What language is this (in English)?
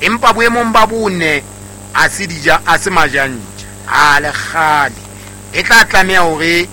Southern Sotho